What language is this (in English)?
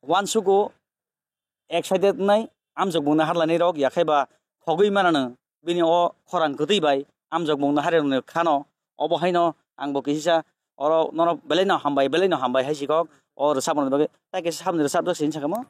Kok Borok